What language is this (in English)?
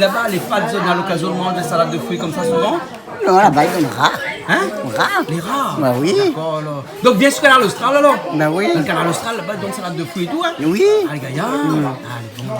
Réunion Creole French